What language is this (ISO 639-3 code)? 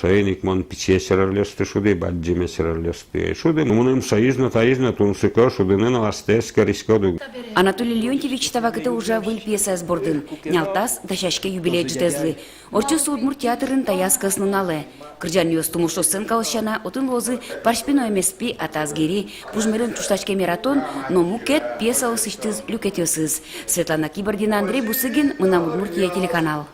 udm